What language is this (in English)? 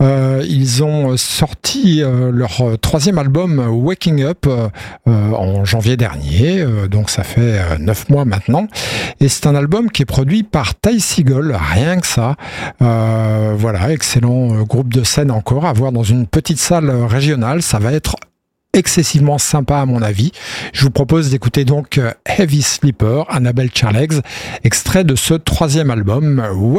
French